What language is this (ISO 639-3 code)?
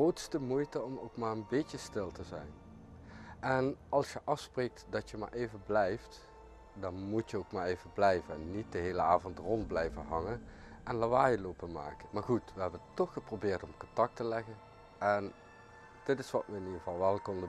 nld